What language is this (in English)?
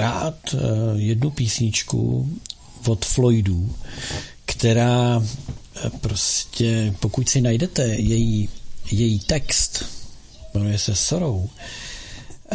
Czech